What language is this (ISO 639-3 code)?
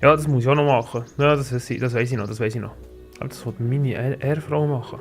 gsw